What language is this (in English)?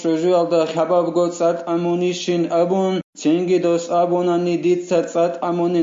Avaric